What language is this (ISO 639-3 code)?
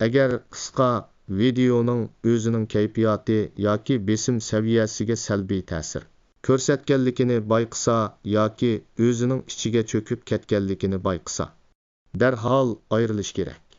uig